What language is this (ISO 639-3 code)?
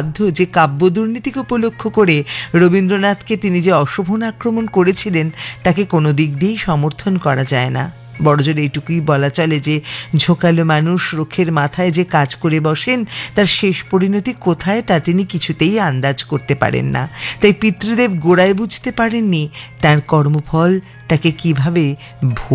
ben